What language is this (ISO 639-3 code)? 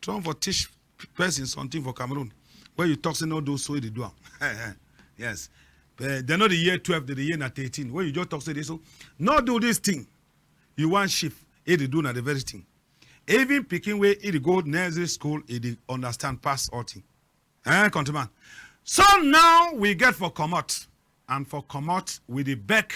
wes